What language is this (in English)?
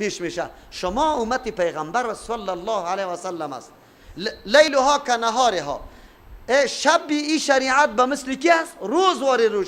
Persian